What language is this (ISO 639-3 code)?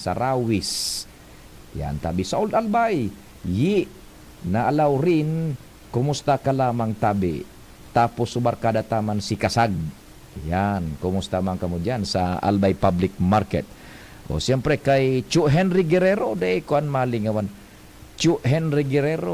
bik